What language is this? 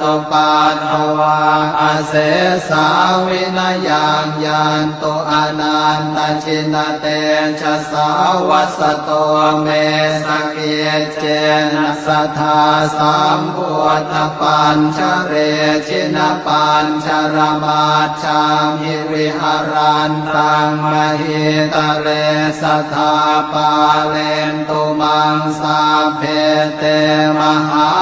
Pali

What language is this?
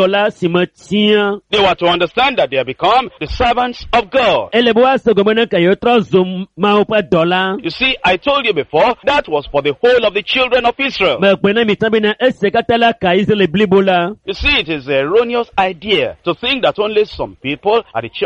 Ewe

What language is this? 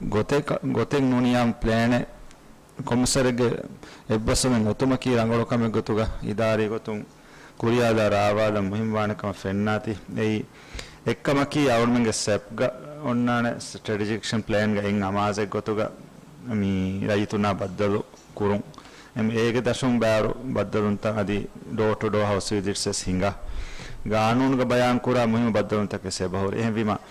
Divehi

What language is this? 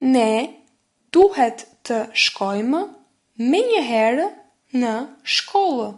Albanian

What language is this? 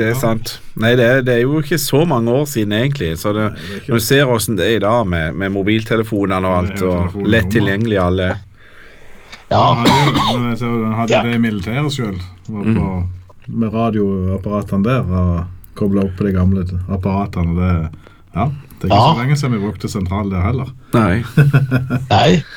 Norwegian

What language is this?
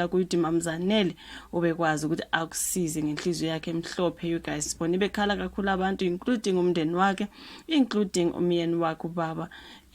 Zulu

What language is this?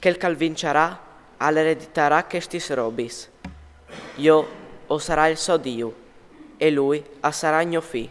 Friulian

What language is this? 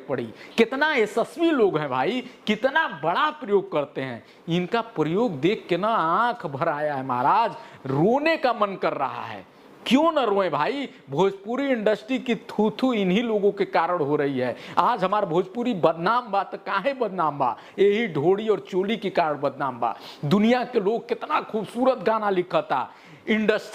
Bhojpuri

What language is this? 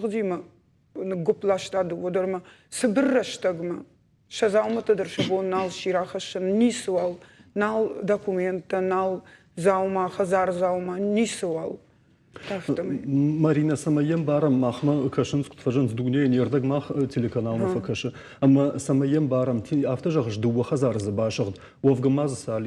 Ossetic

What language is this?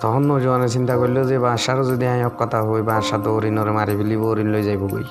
Rohingya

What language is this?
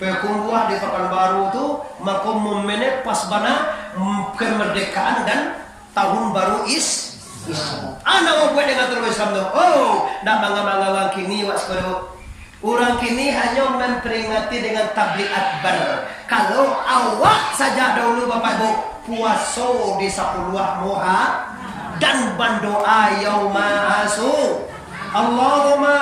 Minangkabau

